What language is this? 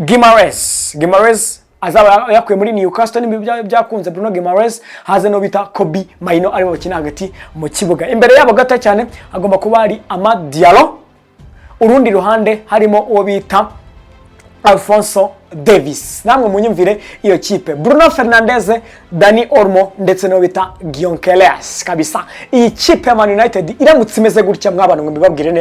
Kinyarwanda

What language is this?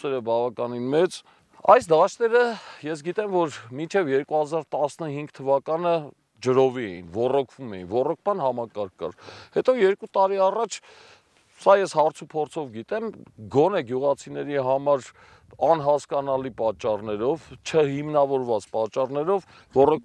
Armenian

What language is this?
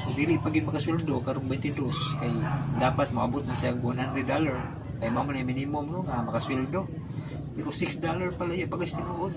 Cebuano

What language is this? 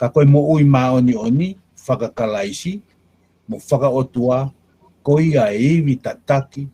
Tongan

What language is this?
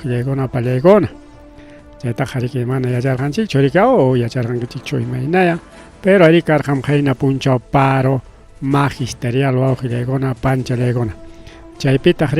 Ayacucho Quechua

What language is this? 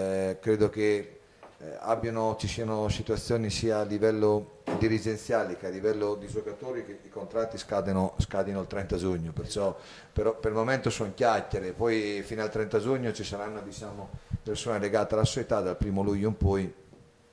Italian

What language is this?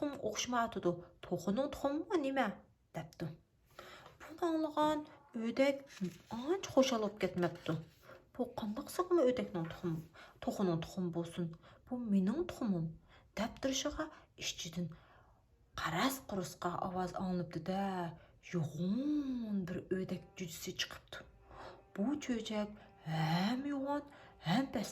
Uyghur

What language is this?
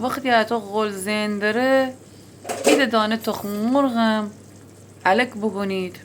Gilaki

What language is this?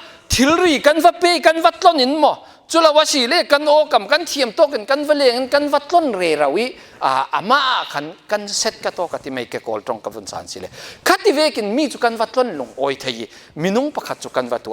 Falam Chin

